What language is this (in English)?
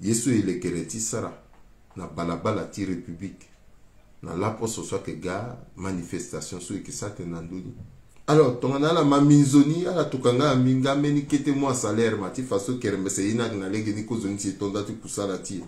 Sango